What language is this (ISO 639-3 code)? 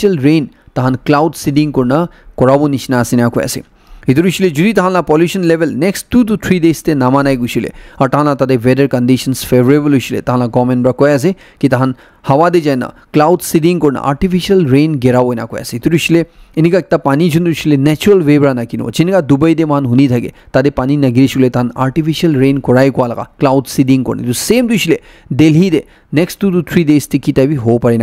nag